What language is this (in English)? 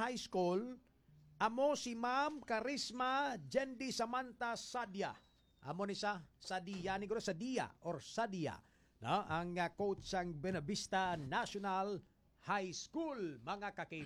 Hiligaynon